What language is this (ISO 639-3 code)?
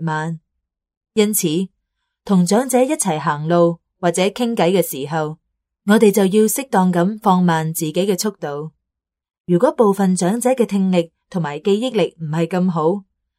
yue